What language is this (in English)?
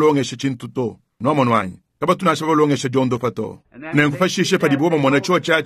Luba-Lulua